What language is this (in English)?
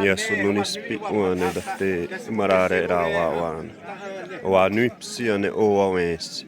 Xavánte